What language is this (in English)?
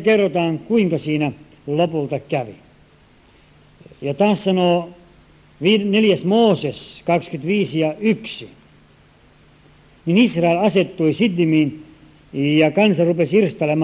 Finnish